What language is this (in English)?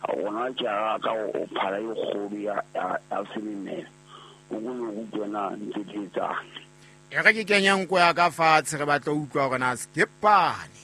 Southern Sotho